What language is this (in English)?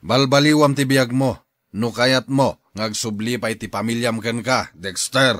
Iloko